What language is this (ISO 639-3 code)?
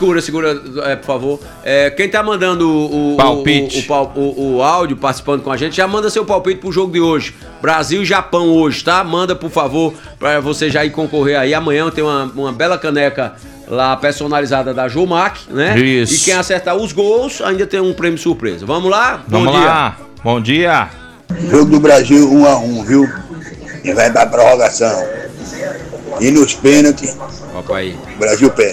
por